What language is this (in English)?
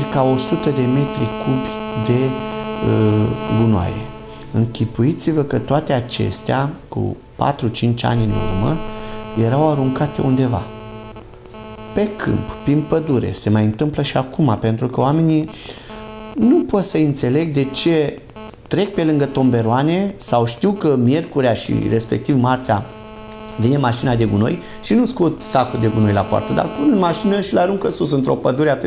Romanian